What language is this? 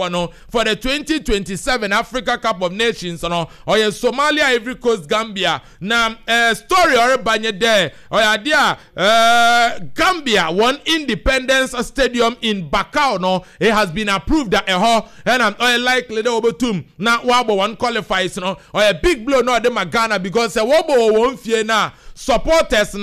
Akan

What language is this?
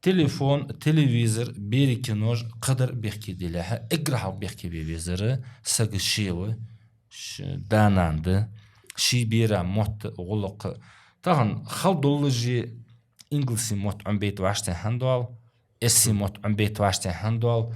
Ingush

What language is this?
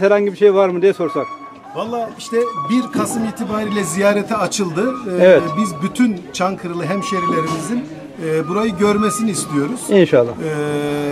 Turkish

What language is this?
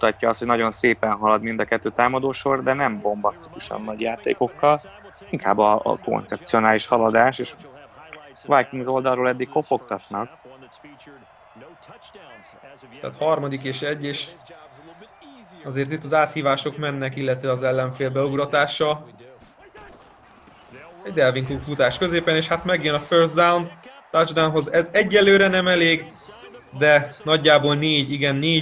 Hungarian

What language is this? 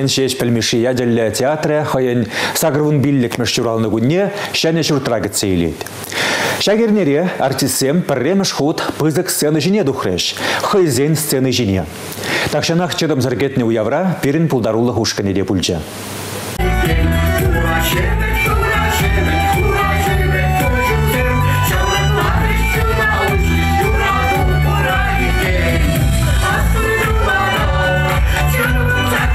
Chuvash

